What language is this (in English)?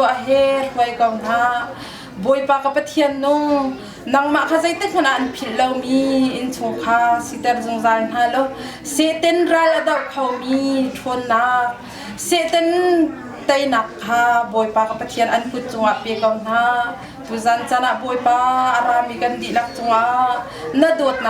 Hakha Chin